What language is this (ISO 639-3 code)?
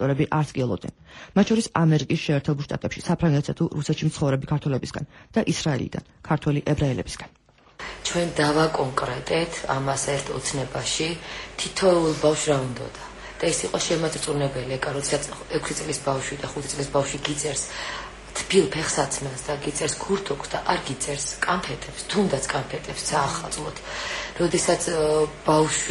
kat